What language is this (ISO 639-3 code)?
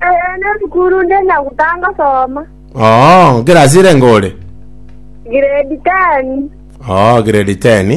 guz